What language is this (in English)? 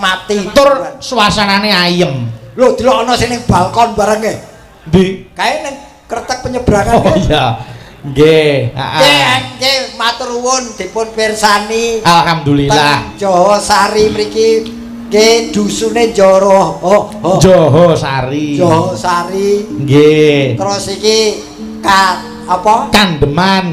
Javanese